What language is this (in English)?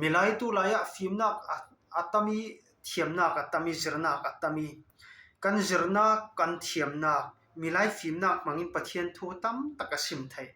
Falam Chin